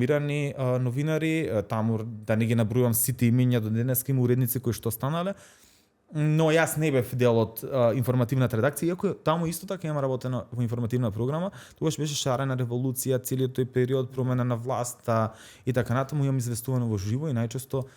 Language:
Macedonian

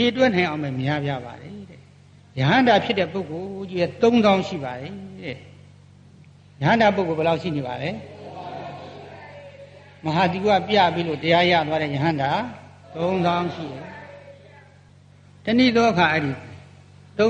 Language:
Burmese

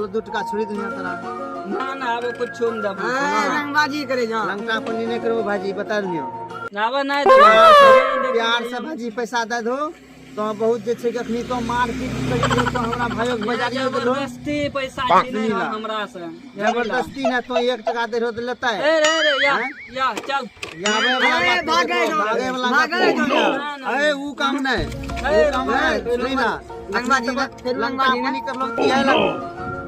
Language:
Maithili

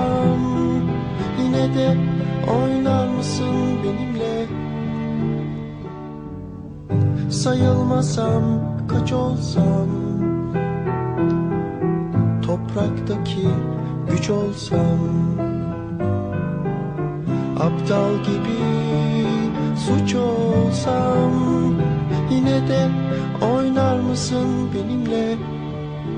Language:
Turkish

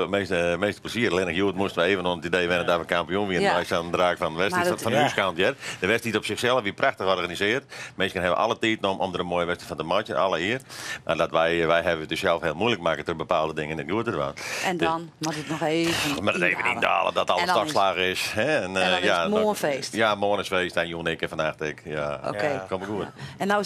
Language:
Western Frisian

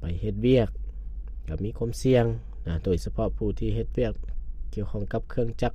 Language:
Lao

